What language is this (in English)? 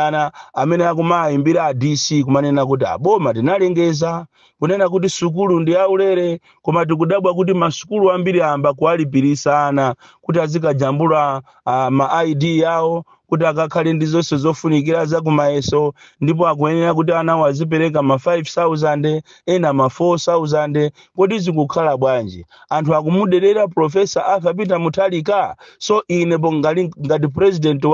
Nyanja